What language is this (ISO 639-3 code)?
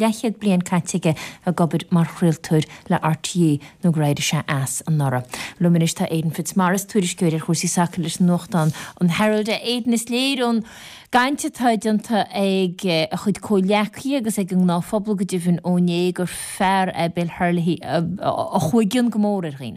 gle